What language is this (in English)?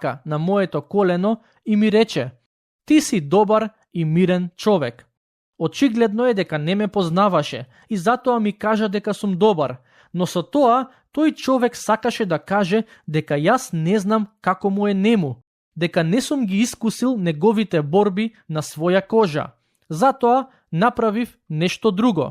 Macedonian